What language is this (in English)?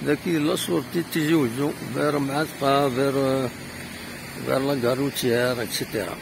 Kabyle